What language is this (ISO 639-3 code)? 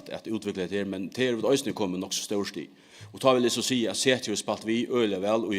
fao